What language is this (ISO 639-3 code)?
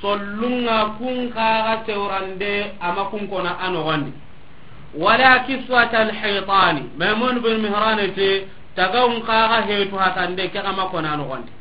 snk